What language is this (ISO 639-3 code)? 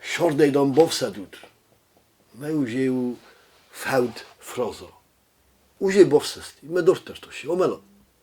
oss